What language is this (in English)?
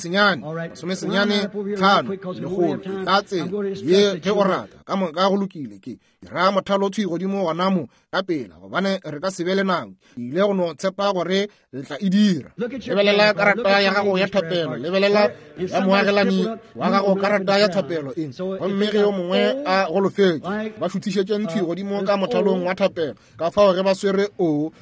Northern Sotho